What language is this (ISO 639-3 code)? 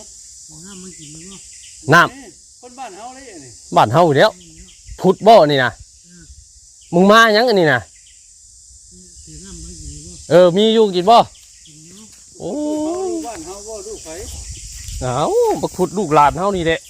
tts